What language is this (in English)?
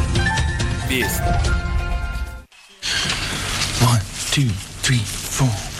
Bosnian